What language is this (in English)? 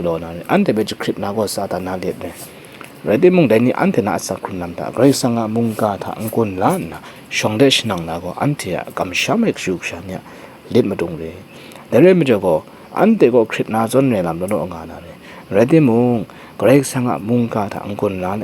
Kachin